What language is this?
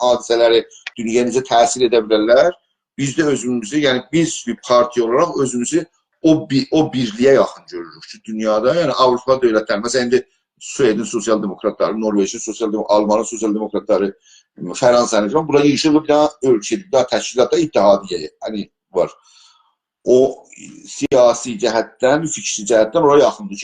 South Azerbaijani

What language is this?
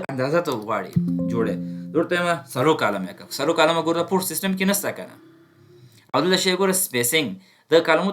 Pashto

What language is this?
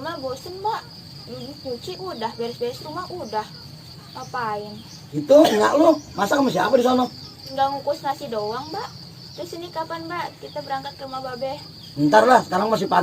Betawi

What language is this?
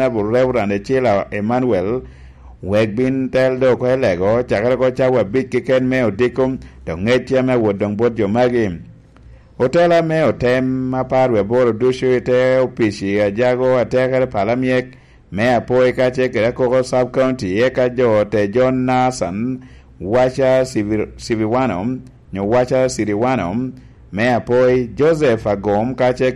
Lango (Uganda)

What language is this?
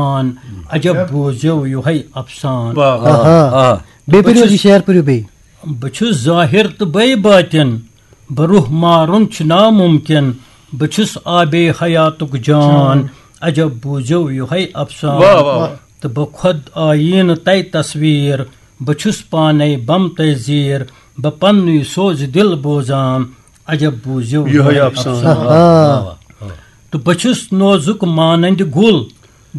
Kashmiri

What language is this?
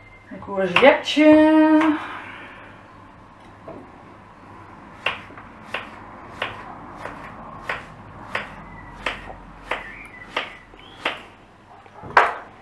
Dutch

